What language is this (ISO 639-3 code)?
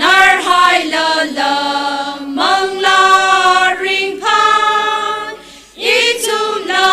nmf